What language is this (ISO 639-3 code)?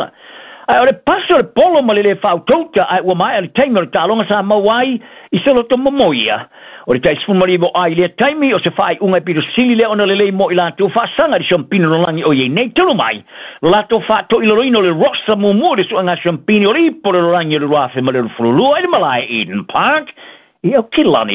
smo